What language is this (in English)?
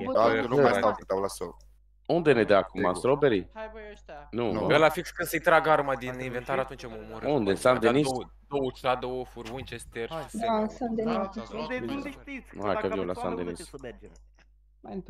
Romanian